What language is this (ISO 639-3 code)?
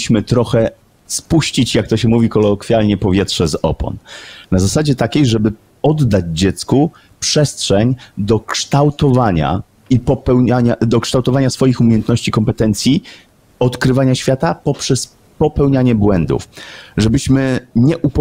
pol